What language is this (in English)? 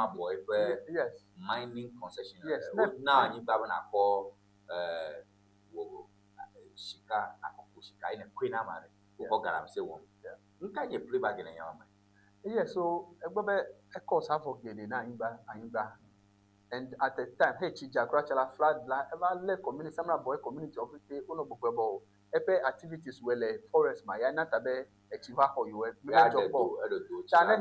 Ewe